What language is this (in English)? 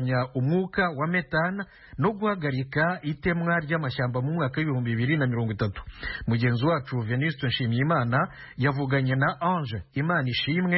Kinyarwanda